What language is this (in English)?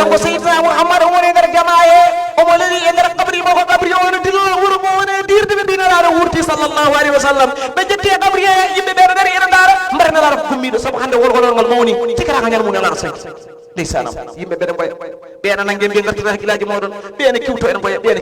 Fula